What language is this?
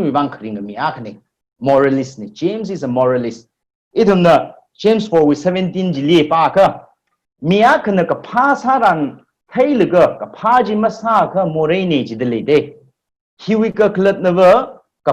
Tangkhul Naga (India)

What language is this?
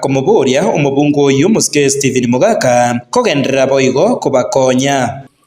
Gusii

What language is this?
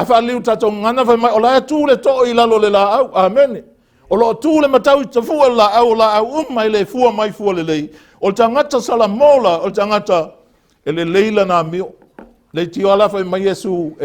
Samoan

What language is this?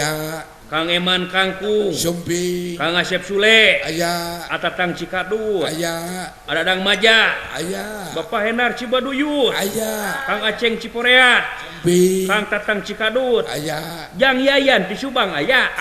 Sundanese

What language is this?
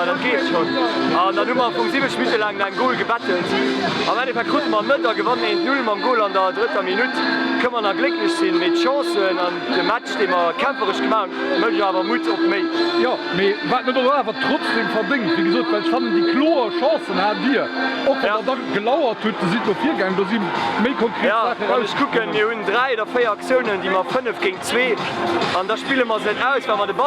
Luxembourgish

